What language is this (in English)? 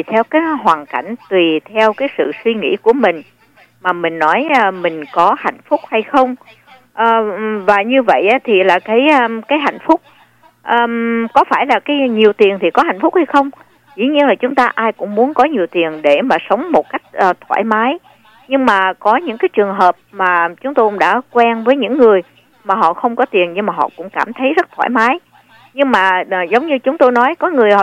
Vietnamese